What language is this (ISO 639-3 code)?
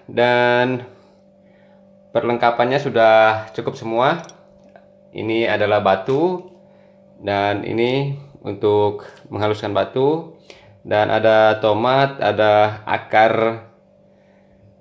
ind